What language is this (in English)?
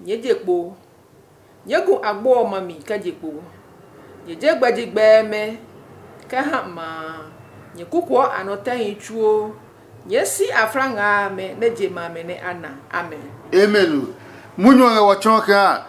Adangme